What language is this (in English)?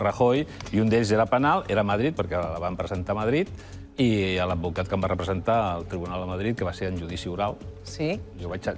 Catalan